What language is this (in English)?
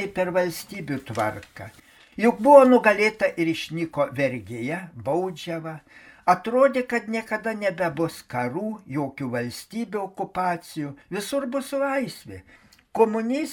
Lithuanian